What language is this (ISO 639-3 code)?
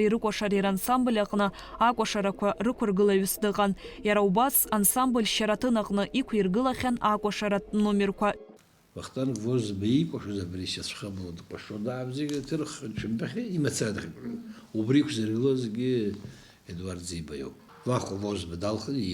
abk